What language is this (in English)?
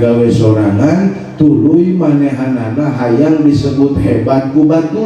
Sundanese